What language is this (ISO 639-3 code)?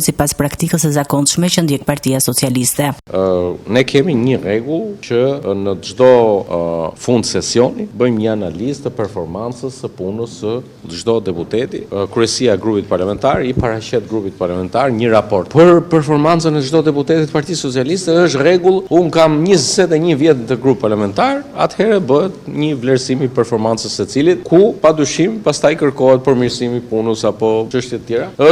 sqi